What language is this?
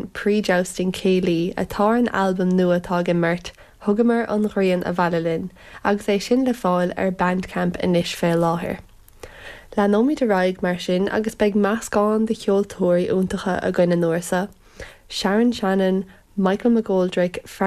Irish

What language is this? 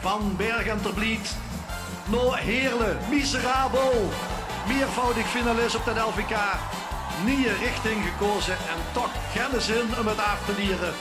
Limburgish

